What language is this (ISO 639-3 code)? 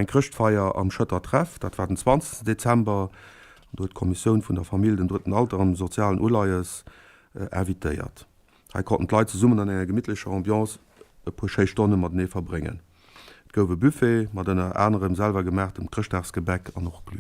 ltz